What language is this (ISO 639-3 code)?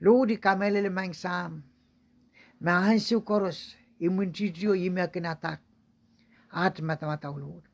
pon